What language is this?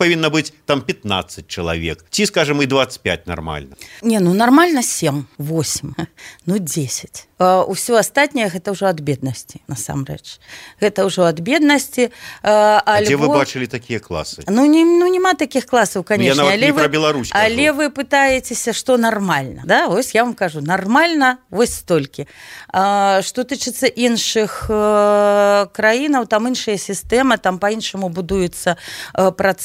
Belarusian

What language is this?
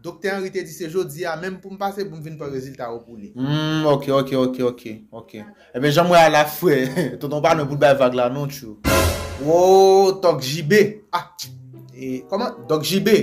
Haitian Creole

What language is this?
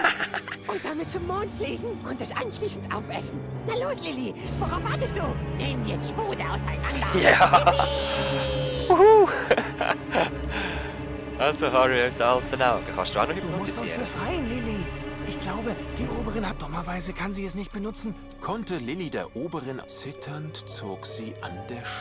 Swiss German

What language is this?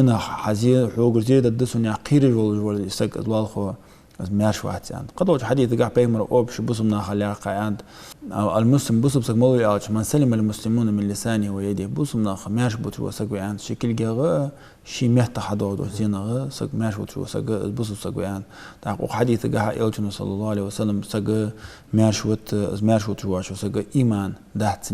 Ingush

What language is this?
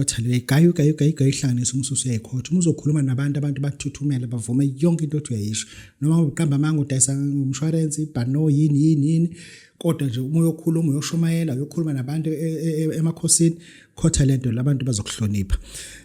Zulu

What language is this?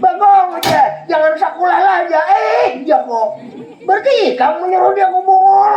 Banjar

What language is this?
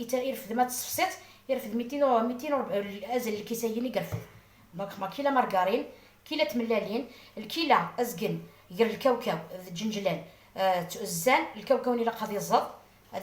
Algerian Arabic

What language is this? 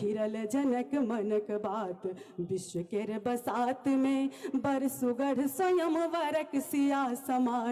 Maithili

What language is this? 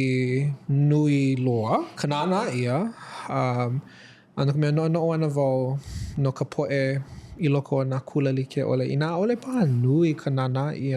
Hawaiian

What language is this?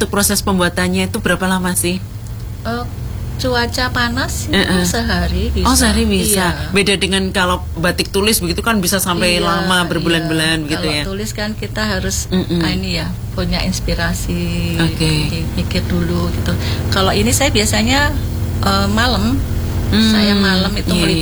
Indonesian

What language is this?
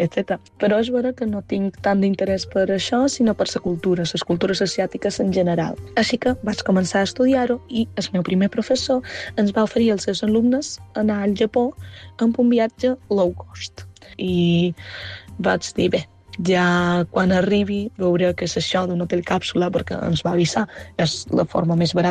Catalan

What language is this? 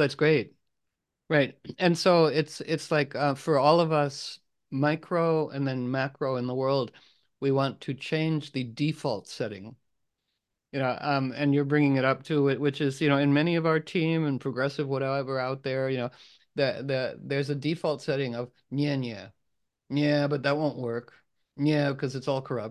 English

